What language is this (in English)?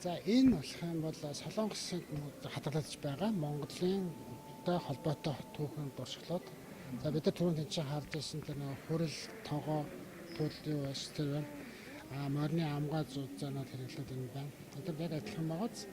Mongolian